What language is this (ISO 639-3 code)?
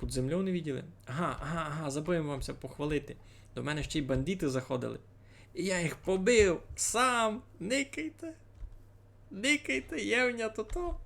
rue